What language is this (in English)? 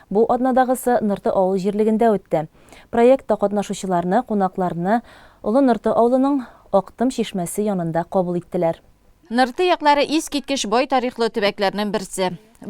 Tatar